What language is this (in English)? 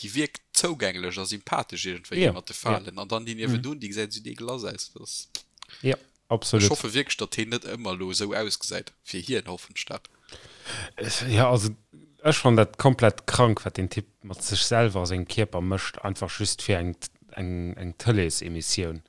Luxembourgish